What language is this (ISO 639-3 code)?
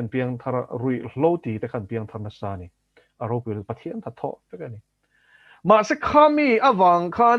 lus